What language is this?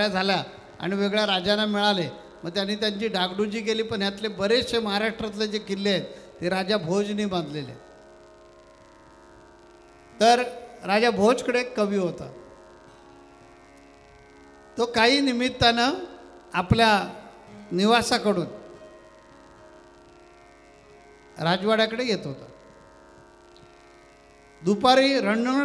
Marathi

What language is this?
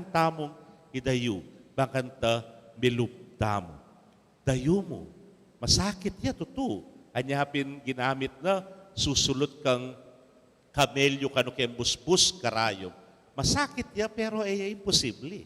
Pampanga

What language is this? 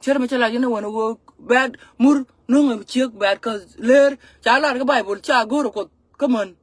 Nuer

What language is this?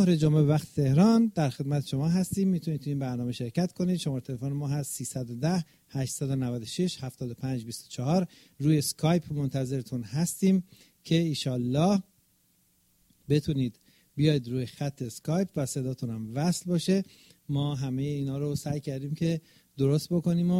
Persian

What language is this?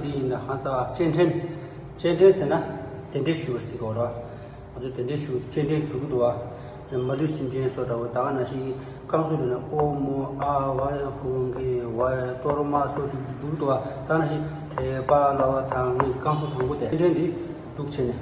Tibetan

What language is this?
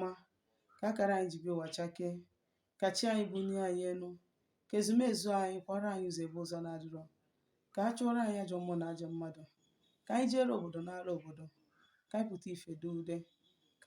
Igbo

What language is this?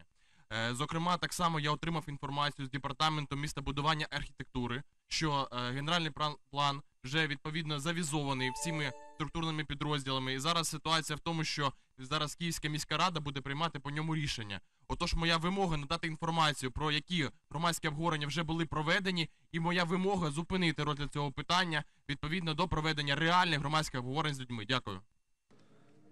Ukrainian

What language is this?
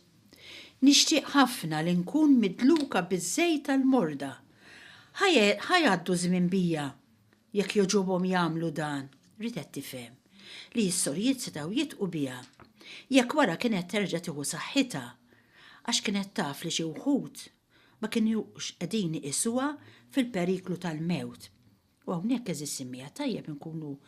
Maltese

